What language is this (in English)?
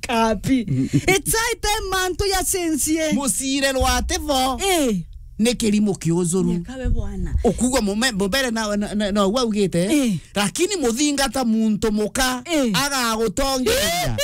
Meru